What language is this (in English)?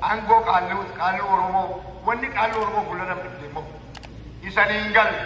Oromo